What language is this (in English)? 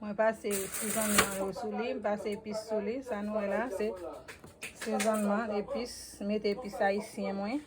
Haitian Creole